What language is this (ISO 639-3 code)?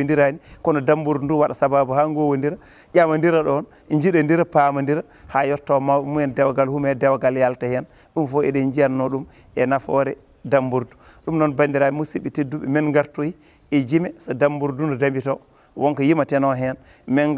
ful